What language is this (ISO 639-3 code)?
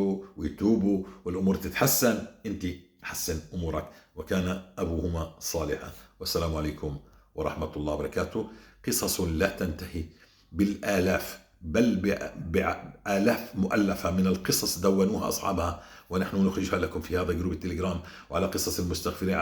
apc